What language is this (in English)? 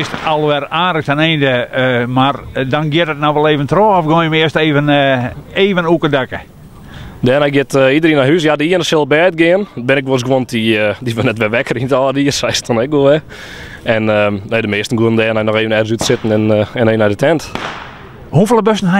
Western Frisian